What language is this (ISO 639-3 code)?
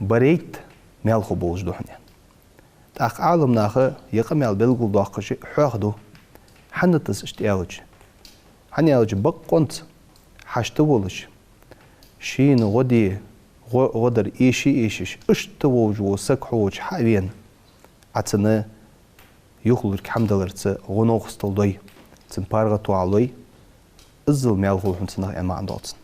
inh